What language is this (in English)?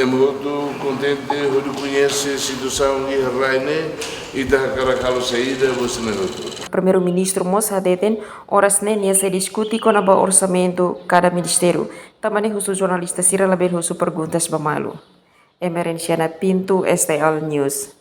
Tetum